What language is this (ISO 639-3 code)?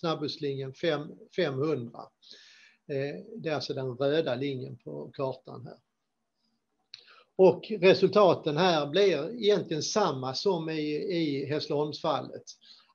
swe